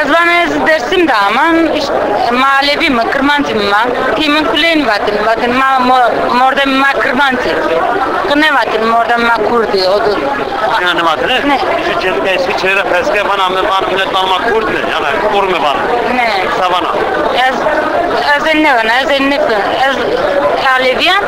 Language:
Zaza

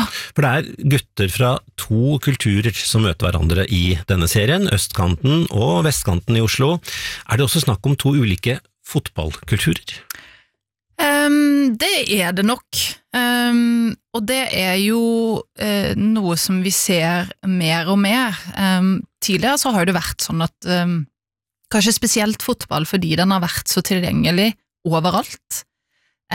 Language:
Norwegian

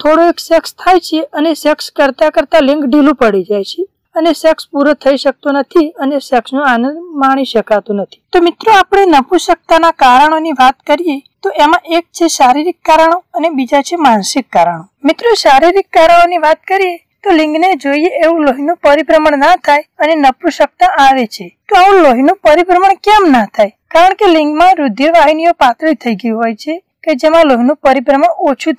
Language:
Gujarati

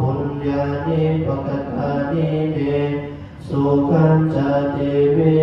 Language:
Pali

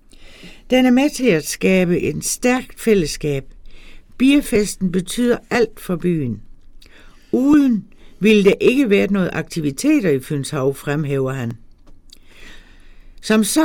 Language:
Danish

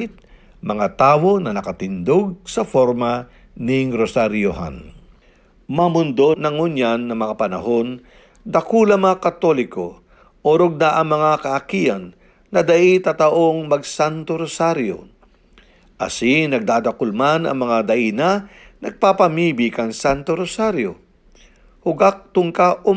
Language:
Bikol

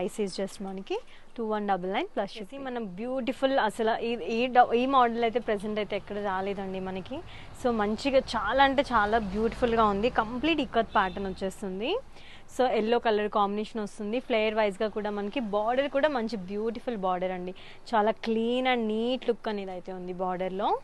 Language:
Telugu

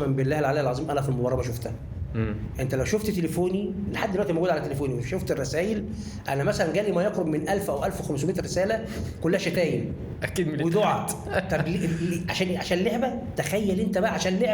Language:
Egyptian Arabic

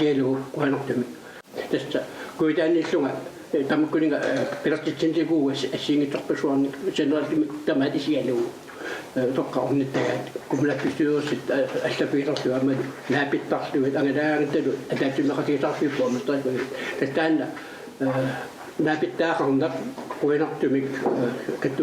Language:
Kalaallisut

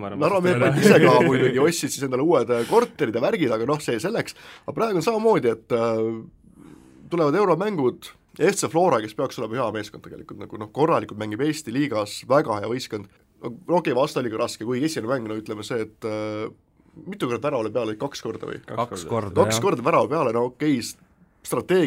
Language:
Estonian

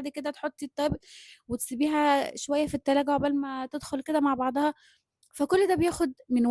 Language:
Egyptian Arabic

